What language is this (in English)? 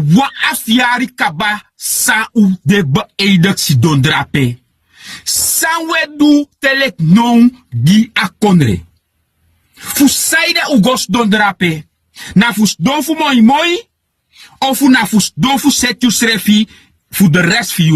Sranan Tongo